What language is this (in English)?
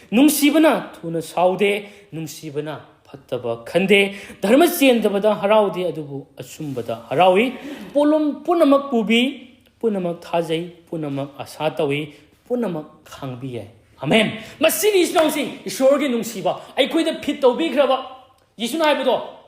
Manipuri